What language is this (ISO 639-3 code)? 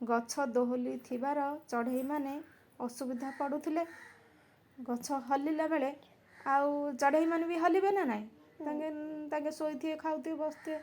ori